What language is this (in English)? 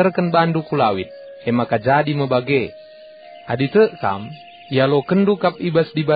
Batak Karo